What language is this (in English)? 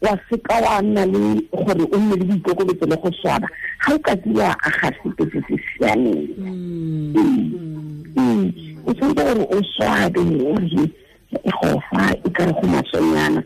Tswana